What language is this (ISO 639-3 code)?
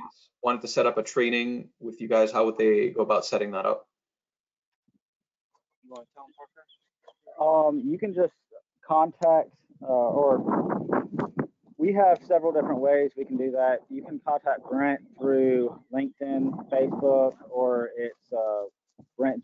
eng